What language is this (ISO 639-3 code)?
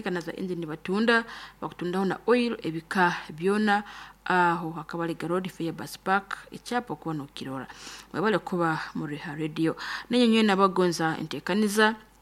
nyn